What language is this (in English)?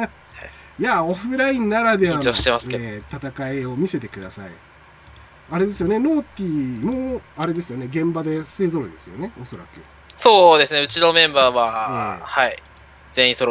Japanese